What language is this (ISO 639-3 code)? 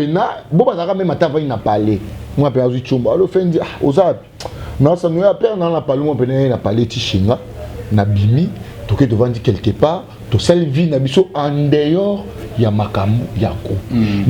lin